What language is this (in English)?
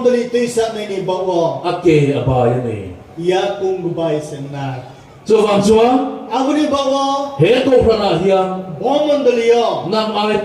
Riang (India)